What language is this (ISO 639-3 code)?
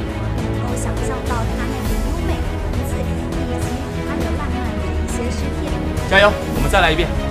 zho